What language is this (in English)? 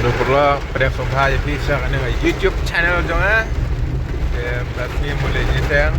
Khasi